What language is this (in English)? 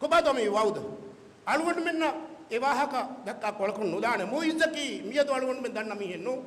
Divehi